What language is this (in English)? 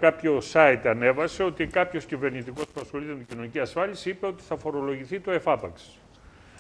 Greek